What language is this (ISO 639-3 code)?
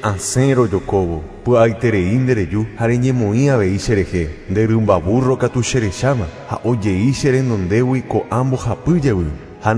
grn